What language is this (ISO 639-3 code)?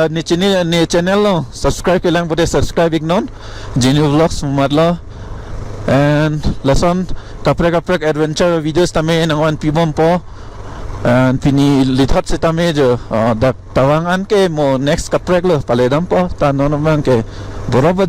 mjw